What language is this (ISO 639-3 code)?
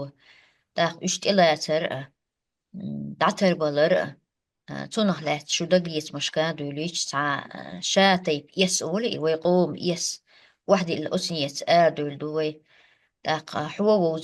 che